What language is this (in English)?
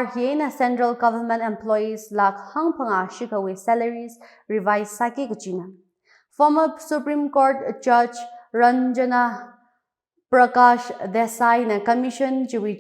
Tangkhul Naga (India)